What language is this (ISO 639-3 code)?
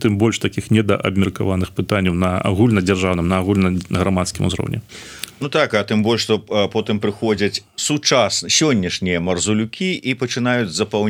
bel